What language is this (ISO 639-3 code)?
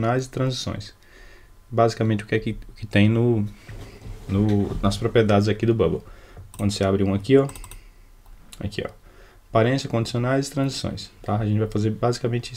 por